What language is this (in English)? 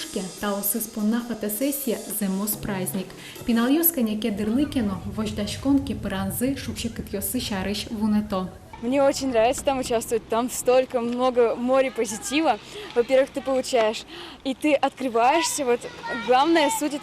Udmurt